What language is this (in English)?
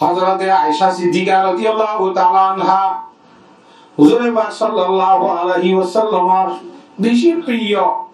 Rohingya